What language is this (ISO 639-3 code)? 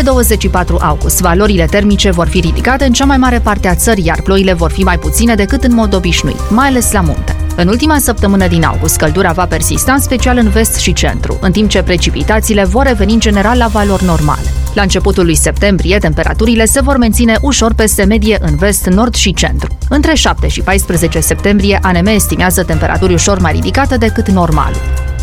ron